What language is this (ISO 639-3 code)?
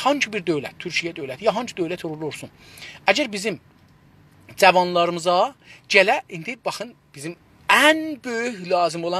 azb